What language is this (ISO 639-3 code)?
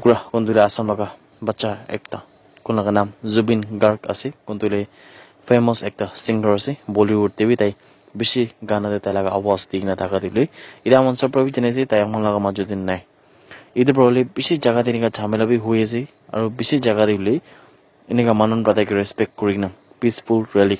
nag